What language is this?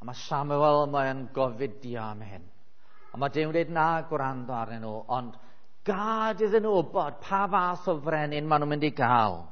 Welsh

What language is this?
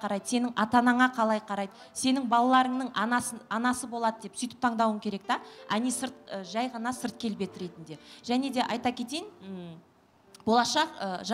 Kazakh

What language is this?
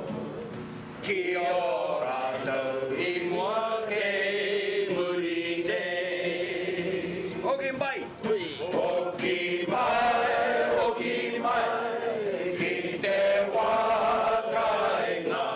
Māori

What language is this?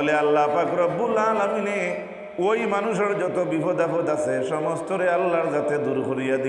Sylheti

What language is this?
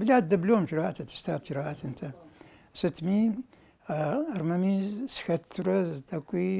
Kabardian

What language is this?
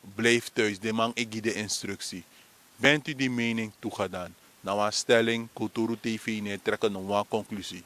Sranan Tongo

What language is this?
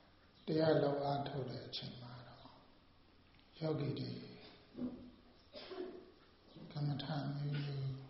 Burmese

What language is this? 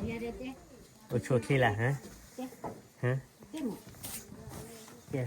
S'gaw Karen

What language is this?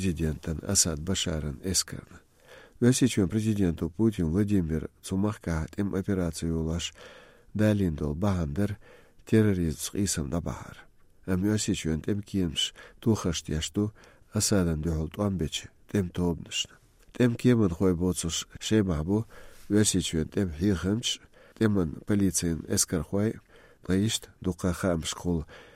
Georgian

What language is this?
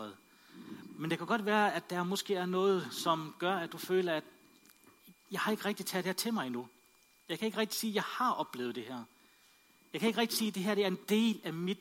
Danish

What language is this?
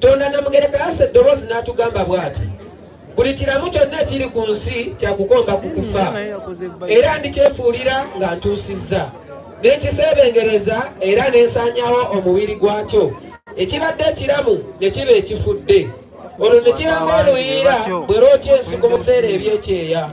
Ganda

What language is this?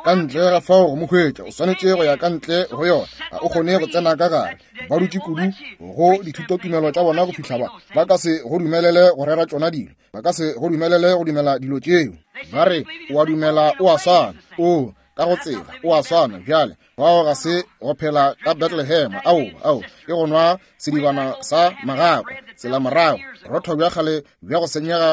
Northern Sotho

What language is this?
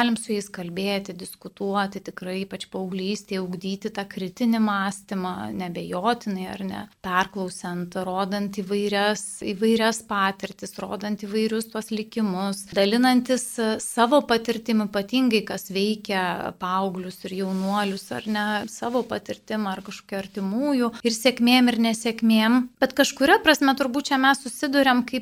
Lithuanian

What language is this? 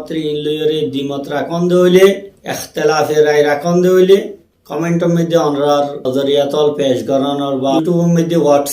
Rohingya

